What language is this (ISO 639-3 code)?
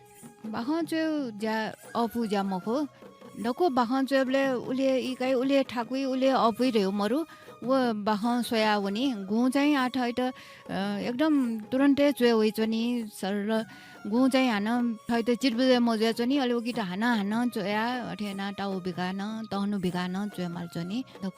new